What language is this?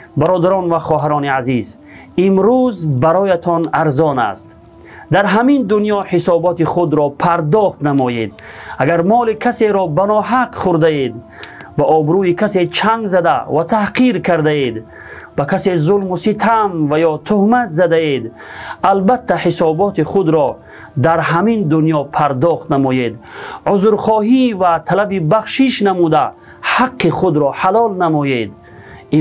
Tajik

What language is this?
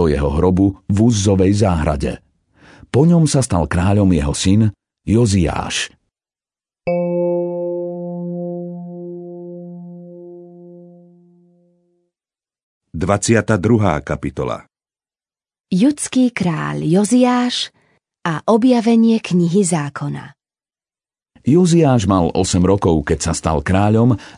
Slovak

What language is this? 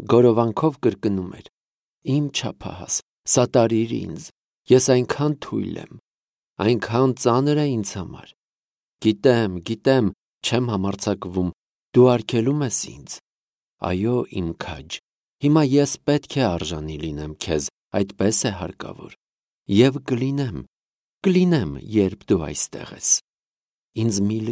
Armenian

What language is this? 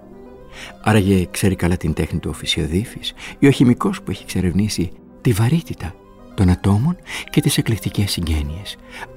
Greek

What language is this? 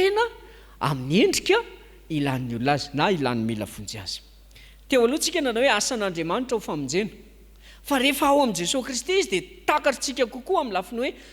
Malagasy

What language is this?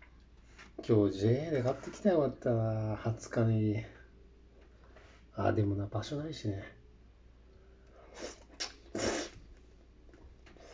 Japanese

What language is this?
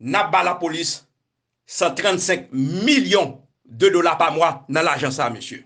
Haitian Creole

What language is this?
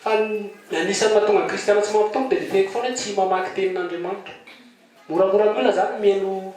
Malagasy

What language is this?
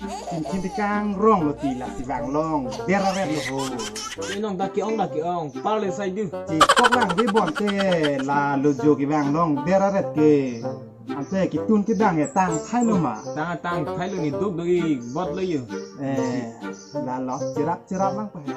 Karbi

